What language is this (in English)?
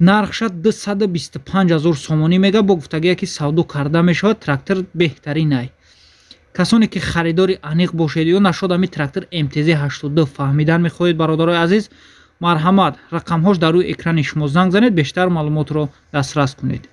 Tajik